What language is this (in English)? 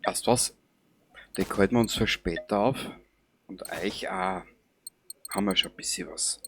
Bavarian